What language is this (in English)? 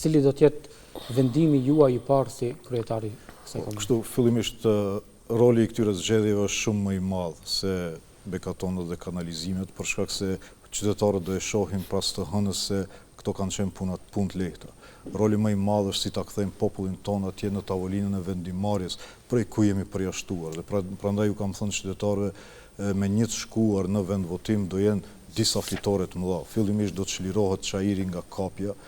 Albanian